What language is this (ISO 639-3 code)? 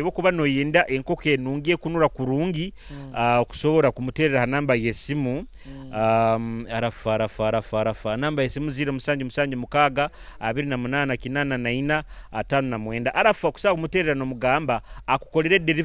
nyo